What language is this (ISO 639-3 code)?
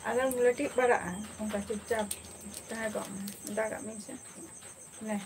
sat